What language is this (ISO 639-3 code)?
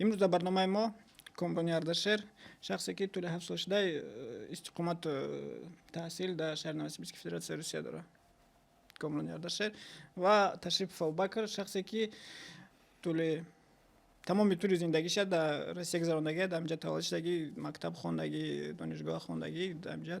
tgk